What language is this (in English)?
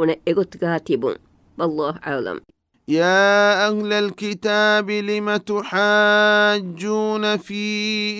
Divehi